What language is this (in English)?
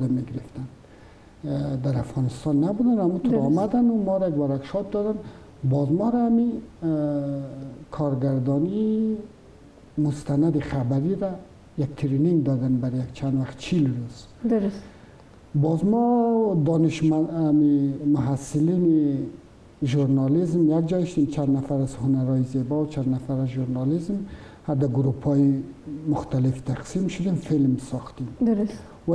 Persian